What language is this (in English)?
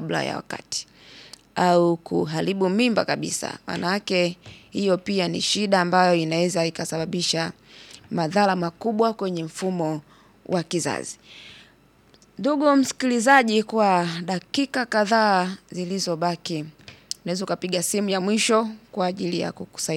Swahili